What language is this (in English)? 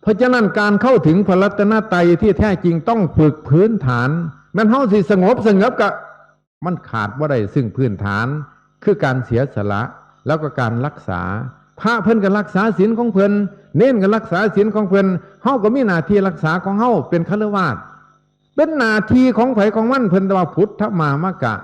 Northeastern Thai